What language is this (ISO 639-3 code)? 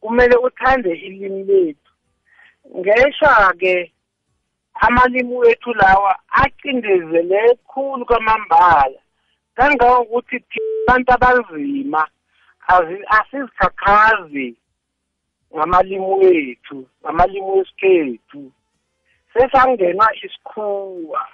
nbl